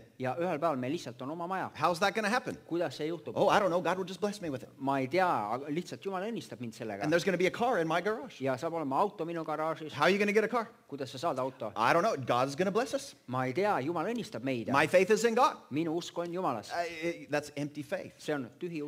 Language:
Estonian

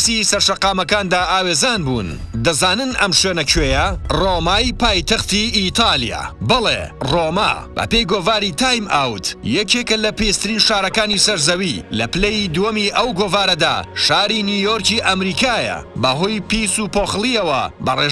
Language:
Central Kurdish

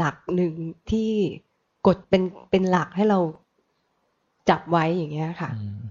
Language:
Thai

